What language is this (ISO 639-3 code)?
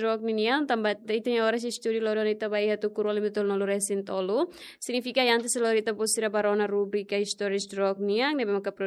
tet